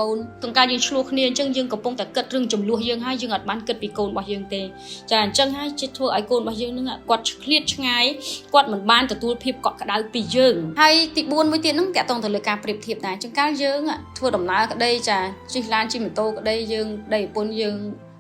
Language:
Khmer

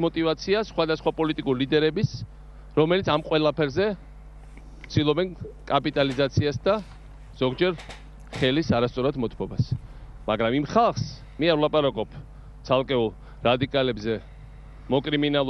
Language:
Georgian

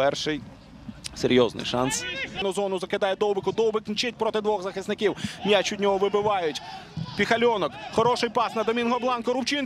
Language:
Ukrainian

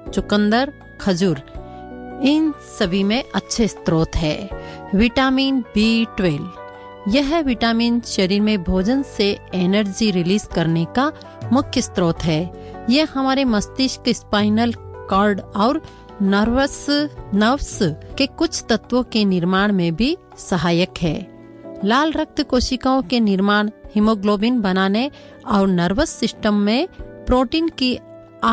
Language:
Hindi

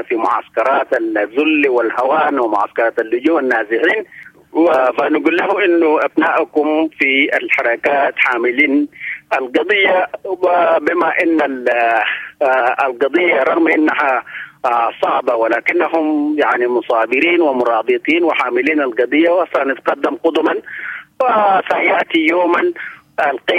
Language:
Sudanese Arabic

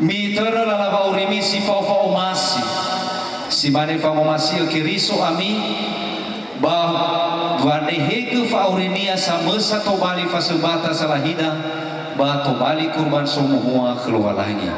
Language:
Nias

